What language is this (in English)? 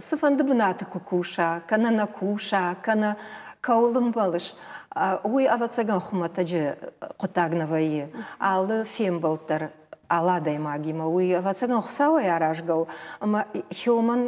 Ossetic